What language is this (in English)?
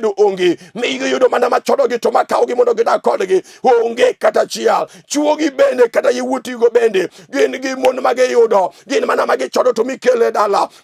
Luo (Kenya and Tanzania)